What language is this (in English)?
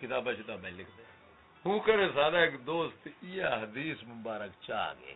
Saraiki